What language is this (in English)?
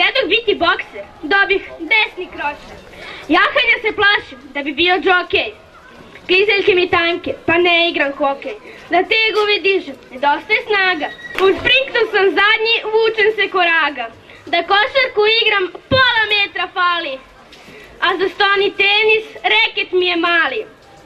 Serbian